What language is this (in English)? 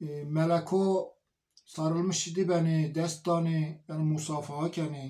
Zaza